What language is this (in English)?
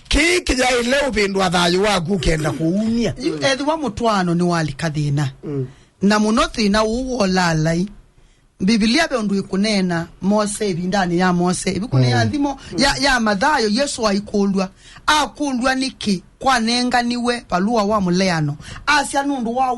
Kamba